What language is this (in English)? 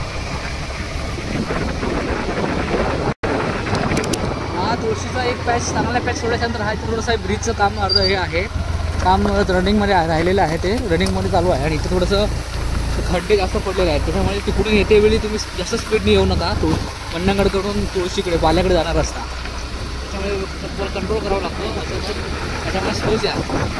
Marathi